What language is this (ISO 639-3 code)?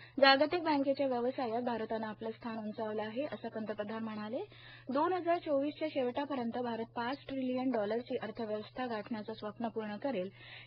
mar